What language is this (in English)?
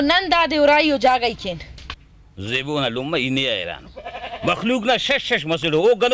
Brahui